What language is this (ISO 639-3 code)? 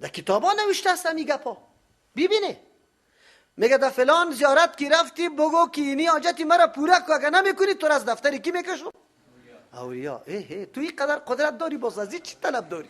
fas